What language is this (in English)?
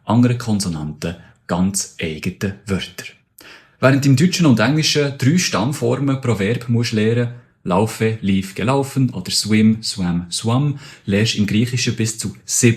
Swiss German